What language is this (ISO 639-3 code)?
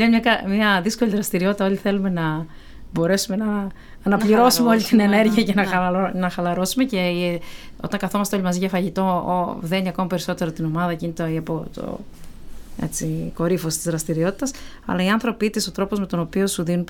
ell